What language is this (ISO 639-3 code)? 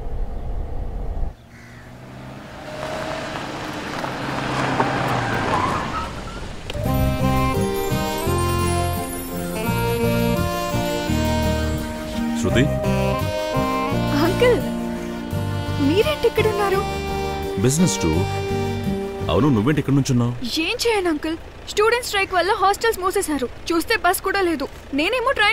tel